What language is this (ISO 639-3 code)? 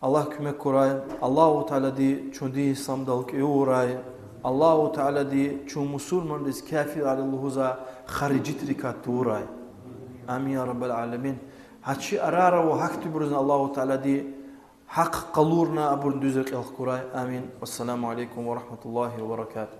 lez